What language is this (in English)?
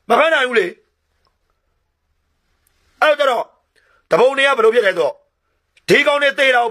Burmese